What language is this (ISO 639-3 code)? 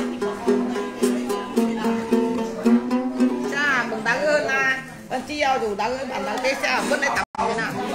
vie